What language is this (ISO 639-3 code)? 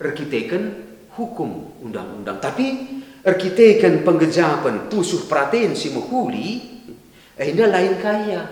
btx